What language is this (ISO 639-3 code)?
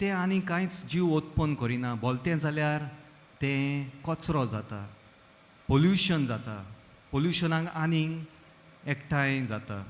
kok